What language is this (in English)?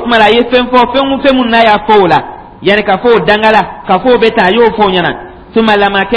Dyula